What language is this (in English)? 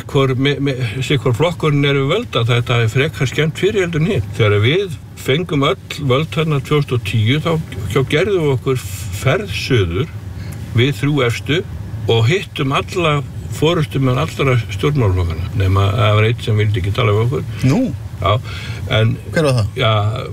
Icelandic